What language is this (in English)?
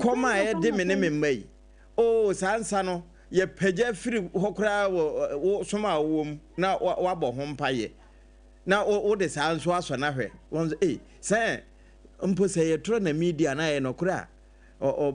Akan